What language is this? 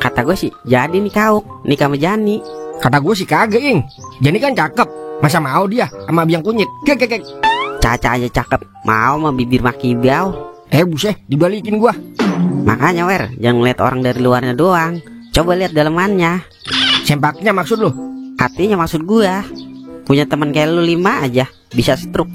Betawi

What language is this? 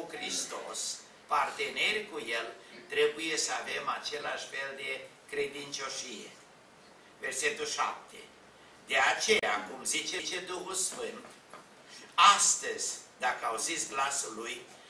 Romanian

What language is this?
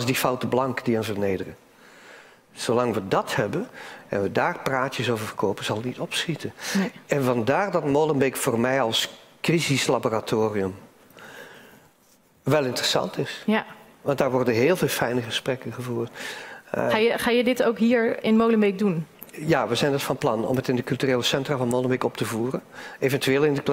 Dutch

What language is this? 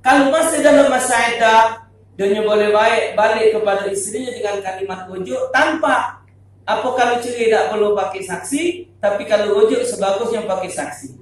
Musi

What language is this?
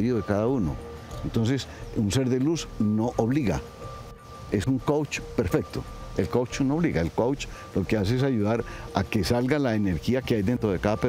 Spanish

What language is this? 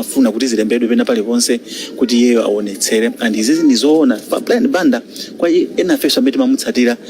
Nyanja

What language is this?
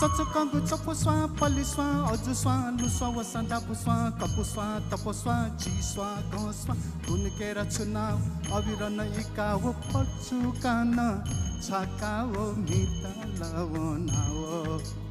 Newari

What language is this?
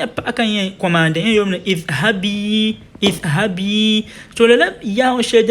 Dagbani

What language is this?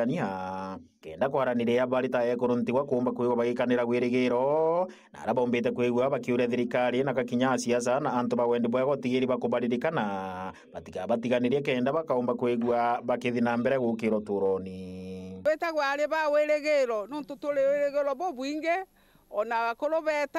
Meru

